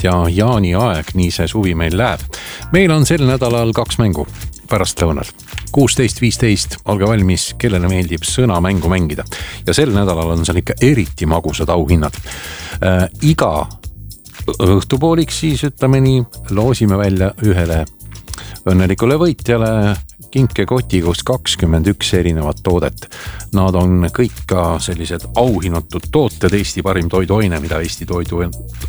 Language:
Estonian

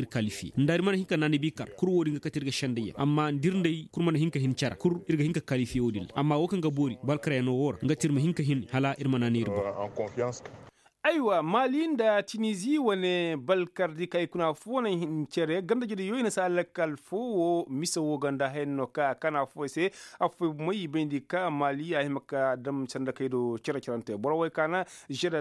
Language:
Koyraboro Senni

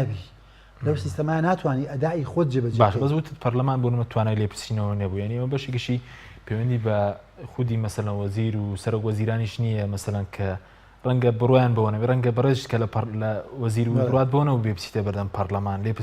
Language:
Central Kurdish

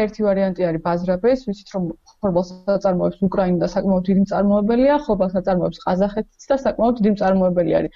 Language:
Georgian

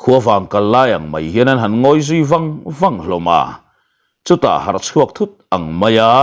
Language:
Mizo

